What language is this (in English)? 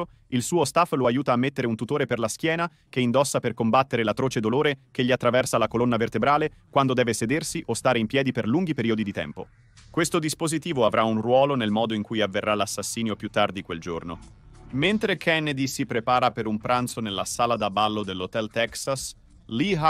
Italian